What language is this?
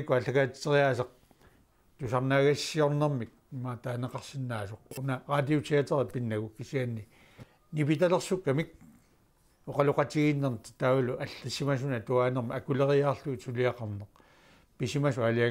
Kalaallisut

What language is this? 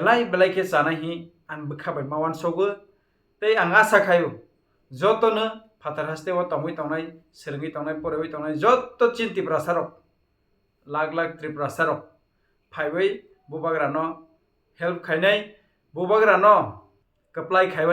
Kok Borok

